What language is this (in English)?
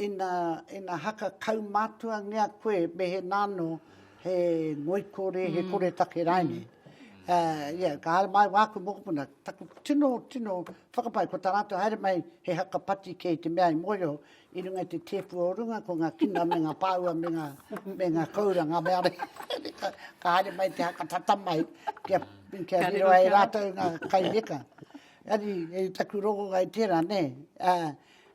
Māori